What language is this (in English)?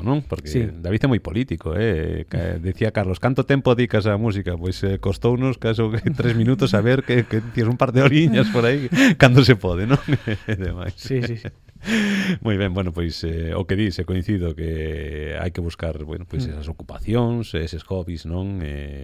Galician